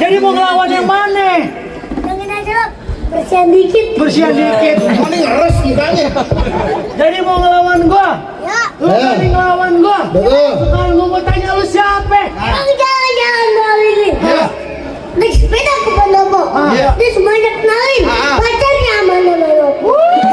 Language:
Betawi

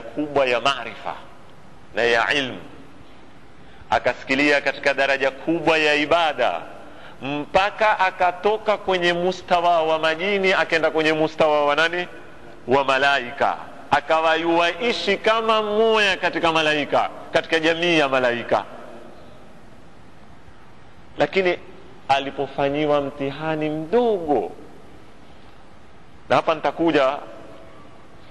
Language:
Swahili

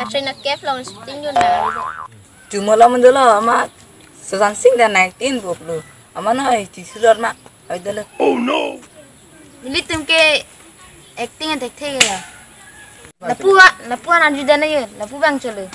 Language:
Karbi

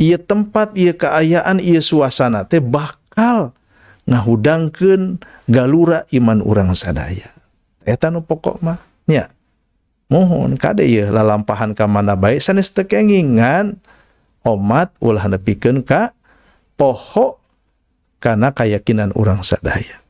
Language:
Sundanese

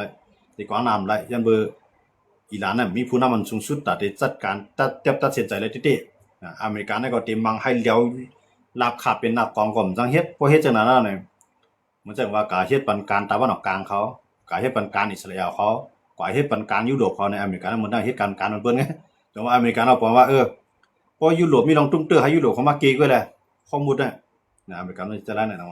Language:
Shan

